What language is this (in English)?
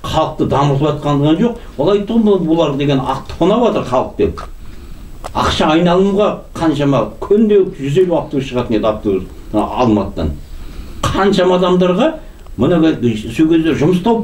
Kazakh